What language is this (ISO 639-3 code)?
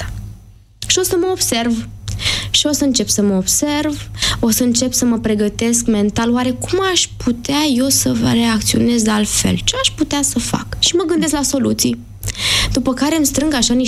ron